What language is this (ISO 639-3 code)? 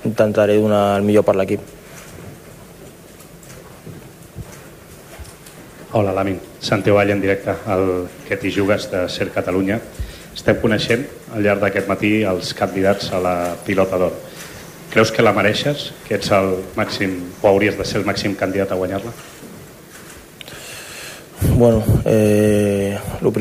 cat